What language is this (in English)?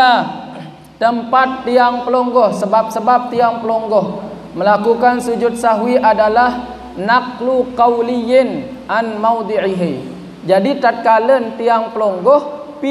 Sasak